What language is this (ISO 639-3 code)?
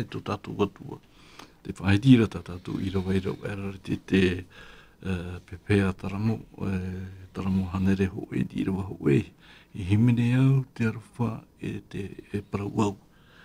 tah